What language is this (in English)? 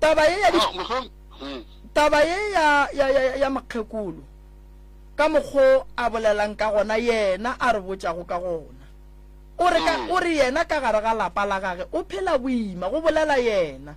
Northern Sotho